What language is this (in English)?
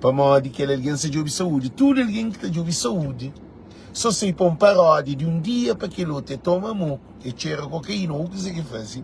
Kabuverdianu